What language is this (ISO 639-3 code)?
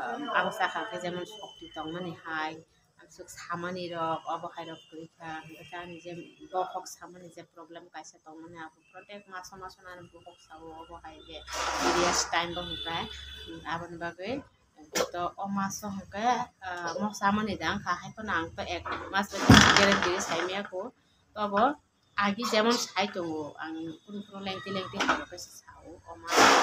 trp